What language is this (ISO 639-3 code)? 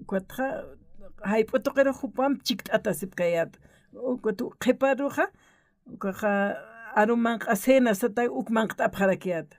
aym